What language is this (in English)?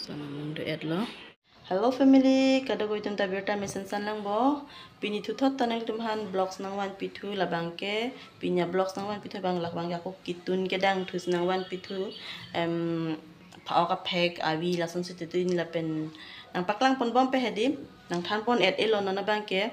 Karbi